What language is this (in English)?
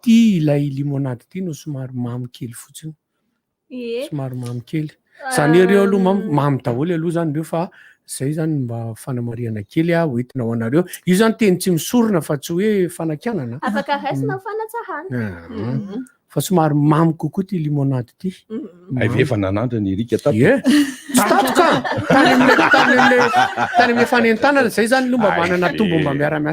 Malagasy